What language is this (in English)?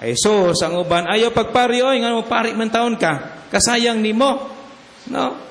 Cebuano